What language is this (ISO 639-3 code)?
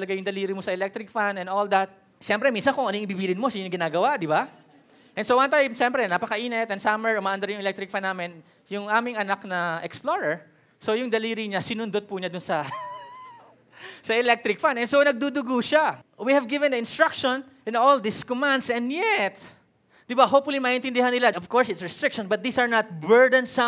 fil